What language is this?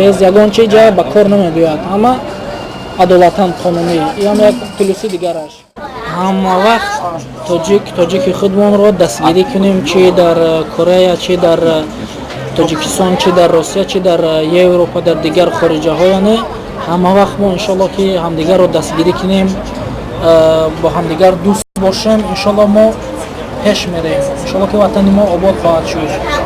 Tajik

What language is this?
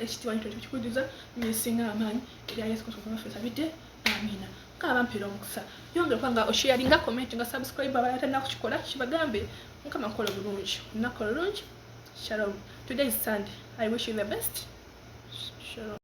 Ganda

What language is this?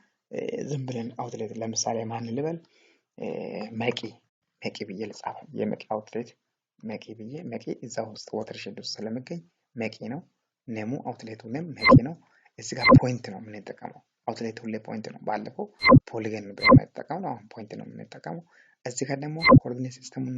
Amharic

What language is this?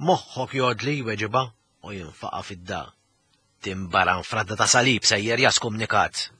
Maltese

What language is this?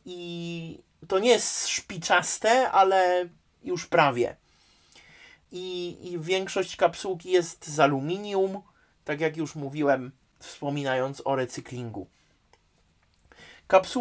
Polish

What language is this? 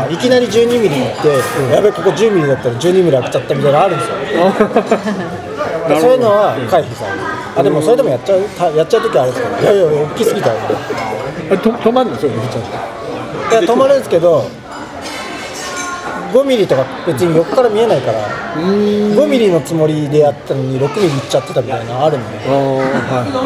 Japanese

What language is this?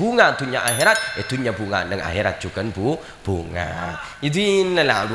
Madurese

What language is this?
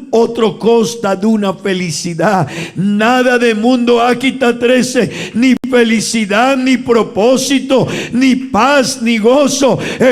Papiamento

